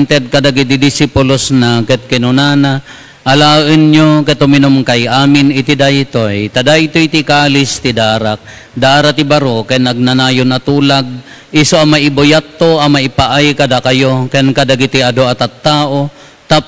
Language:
Iloko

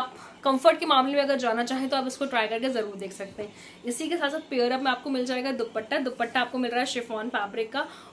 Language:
Hindi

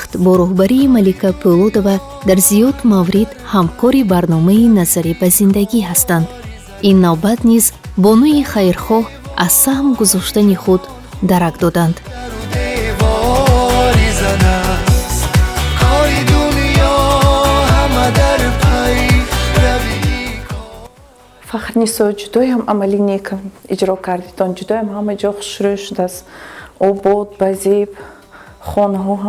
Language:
Tajik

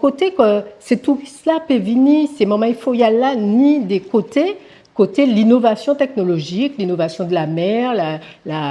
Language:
Guadeloupean Creole French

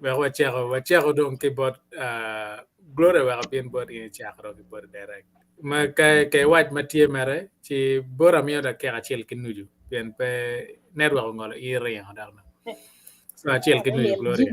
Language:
Acoli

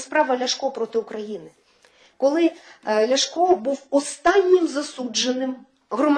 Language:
Ukrainian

